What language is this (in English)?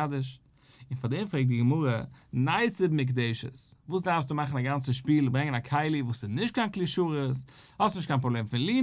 Yiddish